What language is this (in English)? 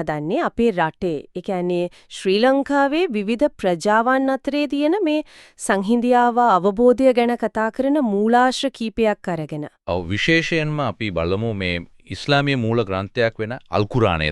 Sinhala